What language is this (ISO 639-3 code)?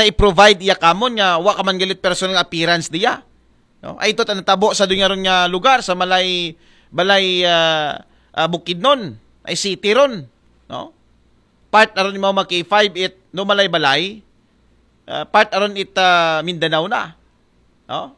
akl